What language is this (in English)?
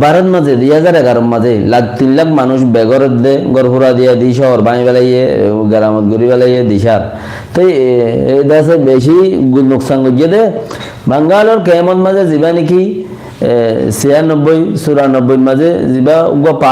Rohingya